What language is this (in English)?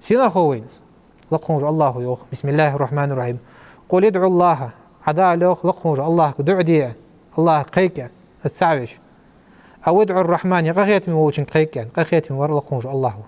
Ingush